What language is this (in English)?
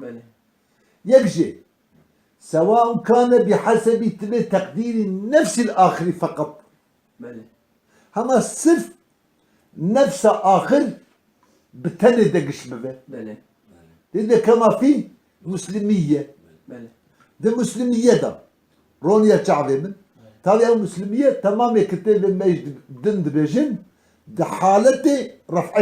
Kurdish